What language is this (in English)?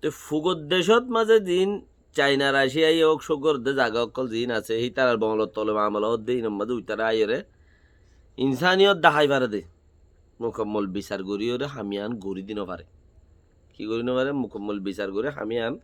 Rohingya